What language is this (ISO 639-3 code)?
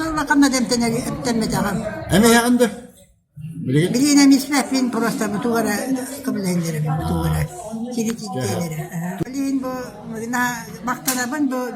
sah